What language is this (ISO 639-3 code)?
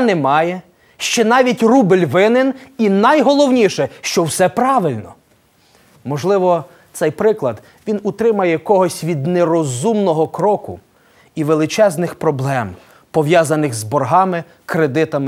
ukr